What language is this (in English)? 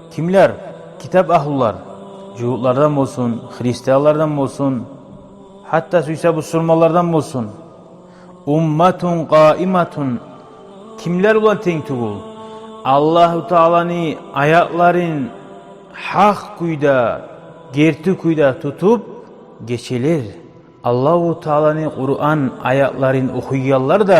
Kumyk